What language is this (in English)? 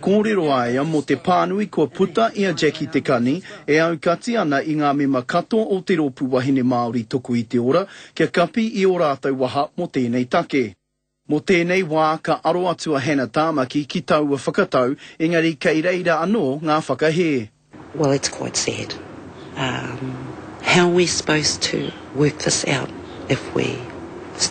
Māori